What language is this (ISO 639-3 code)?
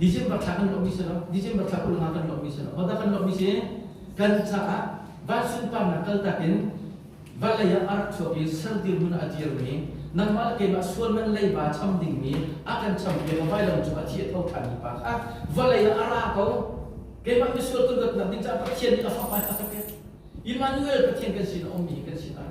cnh